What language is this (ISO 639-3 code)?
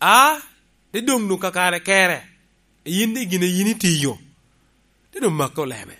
laj